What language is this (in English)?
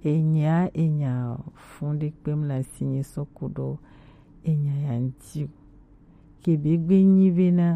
Gen